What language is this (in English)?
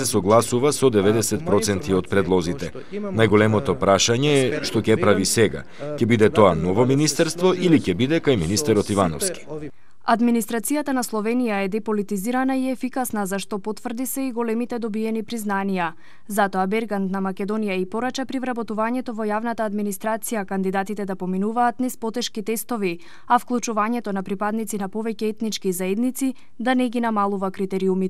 Macedonian